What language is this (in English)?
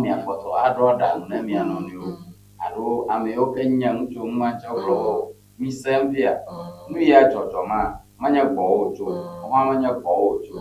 Ewe